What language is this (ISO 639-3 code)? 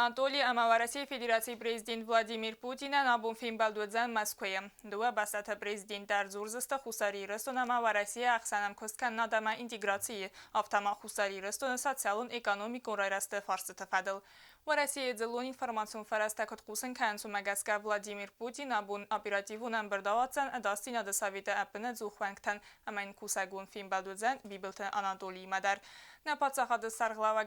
oss